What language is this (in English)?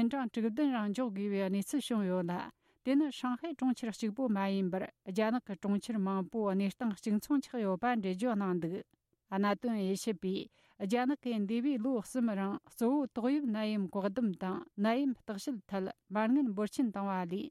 Tibetan